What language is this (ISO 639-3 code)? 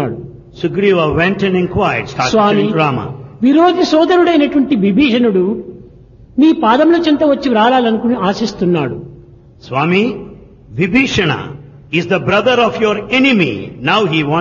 tel